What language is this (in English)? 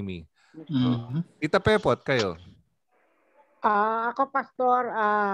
Filipino